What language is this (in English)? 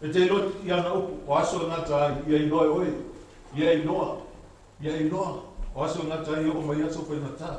Samoan